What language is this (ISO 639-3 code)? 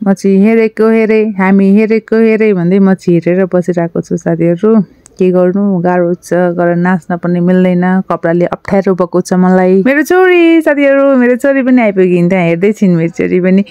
nep